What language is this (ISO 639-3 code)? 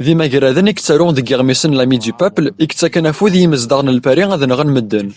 kab